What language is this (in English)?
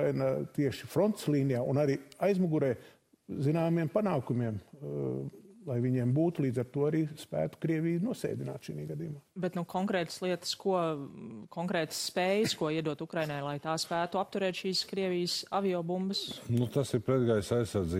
Latvian